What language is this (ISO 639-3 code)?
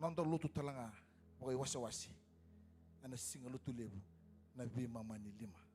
fij